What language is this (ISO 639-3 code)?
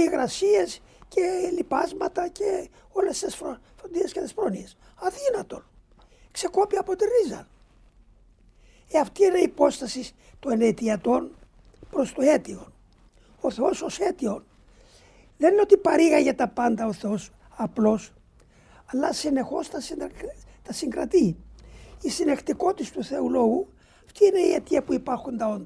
ell